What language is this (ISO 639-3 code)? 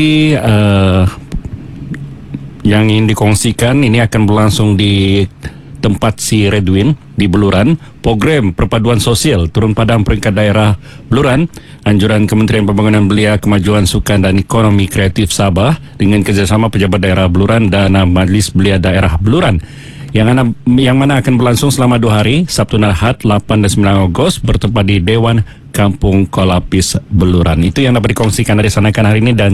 msa